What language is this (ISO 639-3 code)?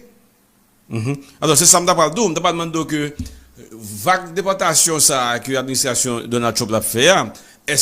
hat